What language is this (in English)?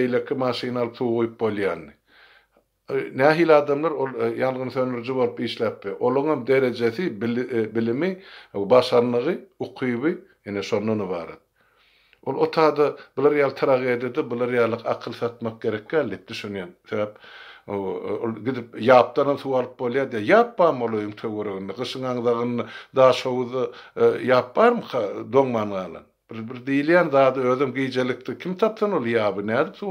Turkmen